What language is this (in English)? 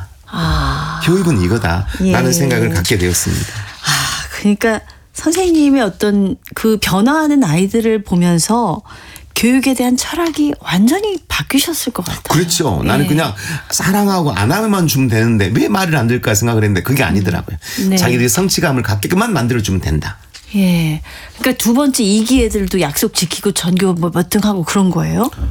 Korean